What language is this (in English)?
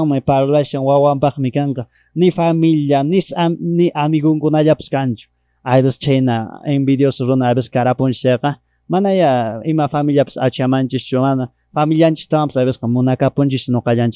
Quechua